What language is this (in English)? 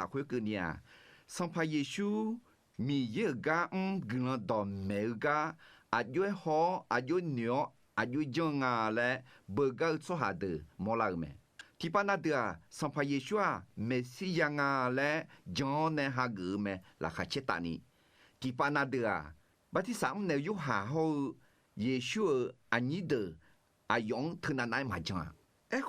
Akha